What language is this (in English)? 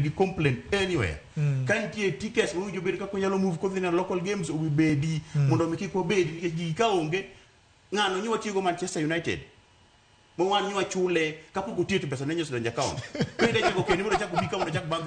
Luo (Kenya and Tanzania)